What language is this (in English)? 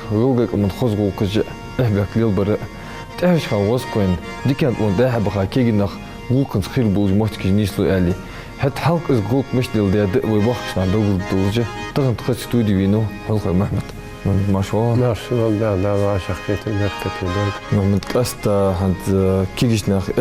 Ingush